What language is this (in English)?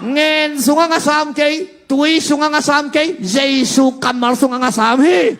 Tedim Chin